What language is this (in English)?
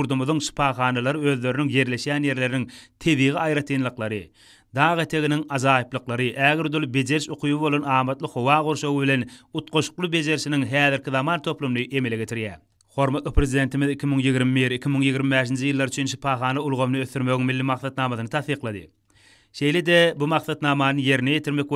Turkmen